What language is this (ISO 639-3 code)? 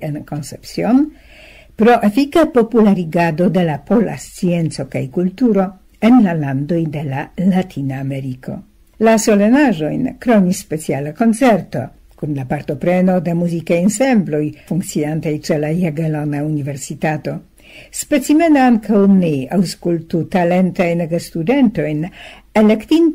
epo